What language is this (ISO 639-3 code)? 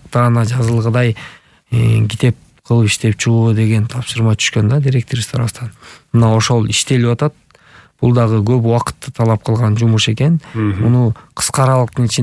kir